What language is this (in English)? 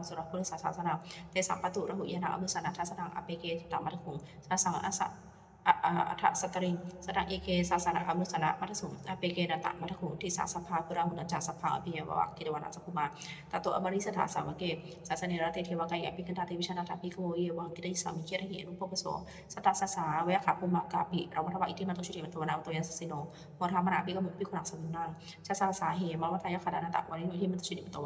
Pali